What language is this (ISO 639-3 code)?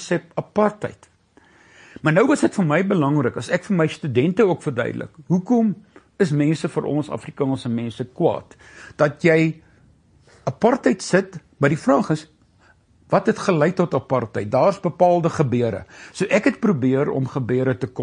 afr